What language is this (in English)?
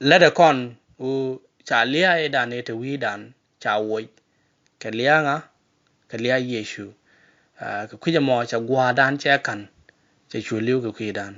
Nuer